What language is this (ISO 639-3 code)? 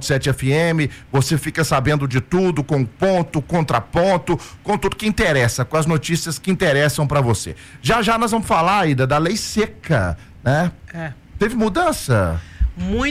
por